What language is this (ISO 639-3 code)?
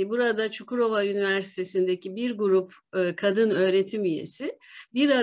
tur